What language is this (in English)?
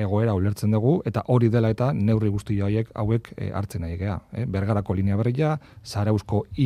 Basque